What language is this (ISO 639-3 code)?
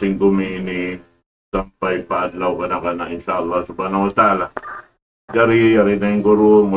tsg